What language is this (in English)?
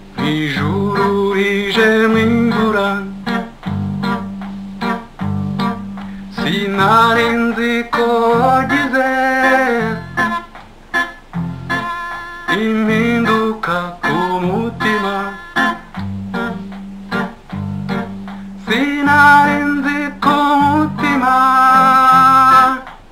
Rundi